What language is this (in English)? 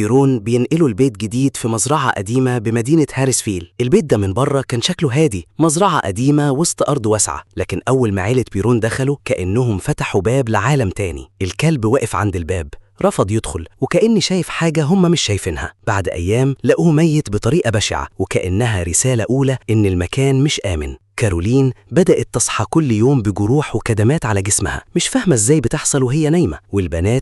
Egyptian Arabic